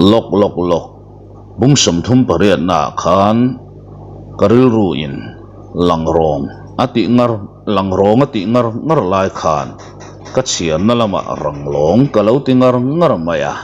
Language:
Mizo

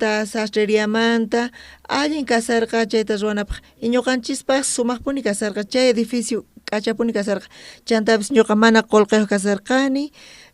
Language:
South Bolivian Quechua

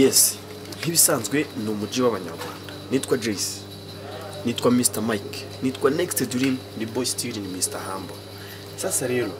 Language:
Kinyarwanda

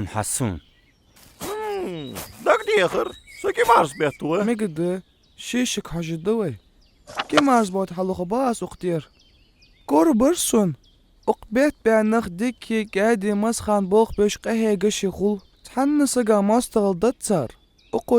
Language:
Ingush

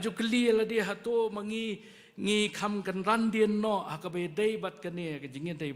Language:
Khasi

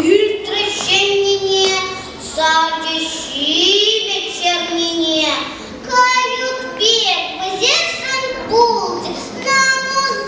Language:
Chuvash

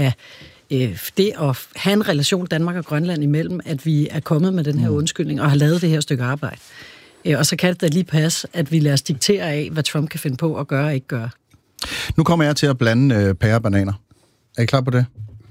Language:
Danish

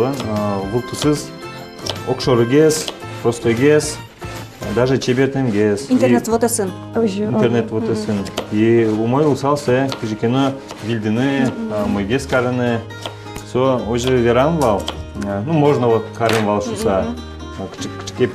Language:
Udmurt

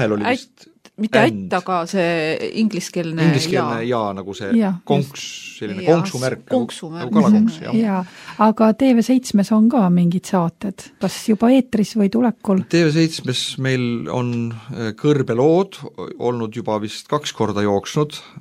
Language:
Estonian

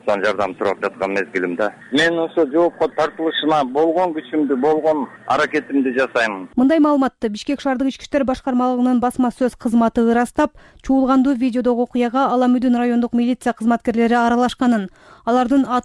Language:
Kyrgyz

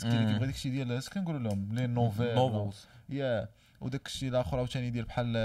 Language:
Moroccan Arabic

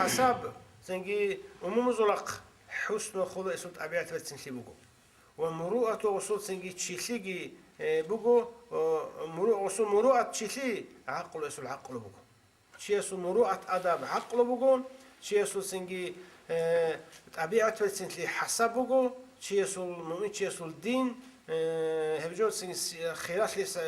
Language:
Avaric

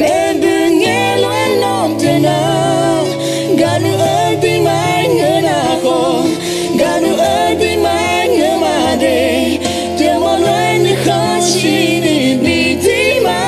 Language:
Akha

